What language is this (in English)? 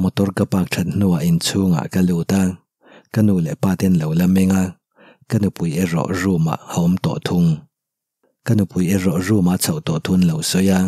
Mizo